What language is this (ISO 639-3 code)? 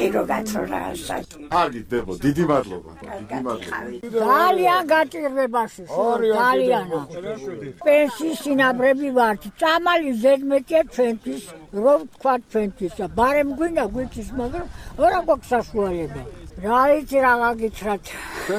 kat